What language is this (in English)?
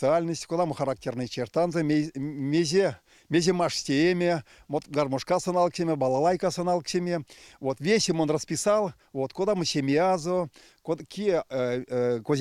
Erzya